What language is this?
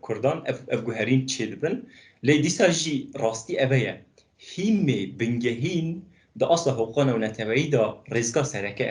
Kurdish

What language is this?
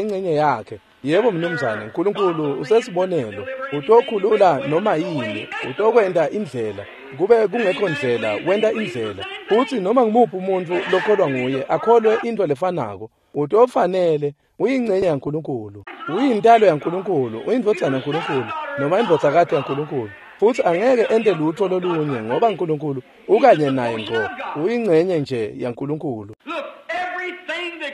Swati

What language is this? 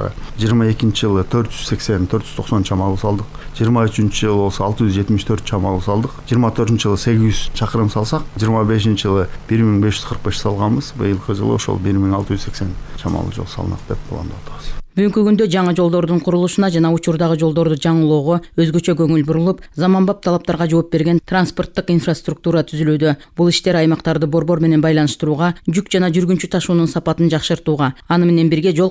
Kyrgyz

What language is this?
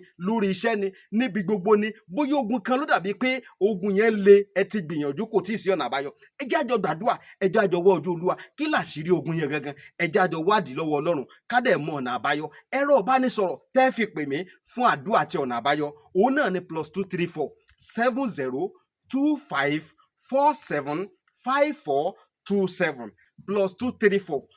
Yoruba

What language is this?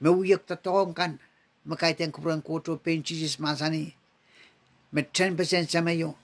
Pohnpeian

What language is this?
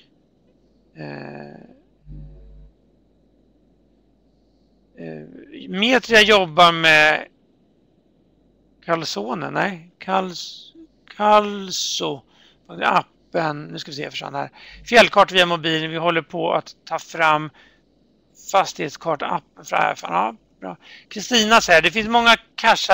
Swedish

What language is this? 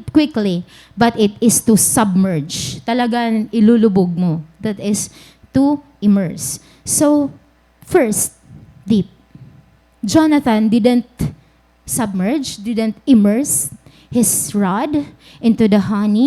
Waray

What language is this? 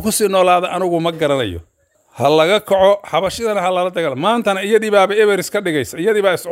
Somali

